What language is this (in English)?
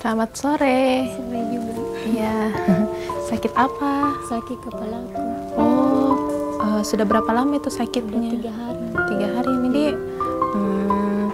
Makassar Malay